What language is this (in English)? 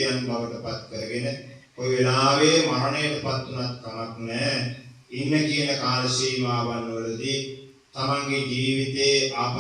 Sinhala